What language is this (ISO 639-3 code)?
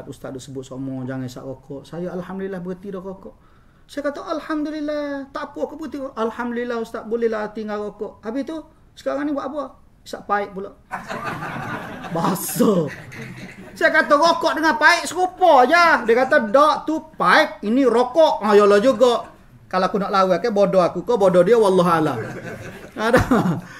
msa